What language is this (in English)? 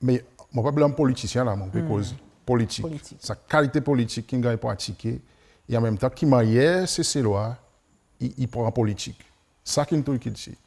Seselwa Creole French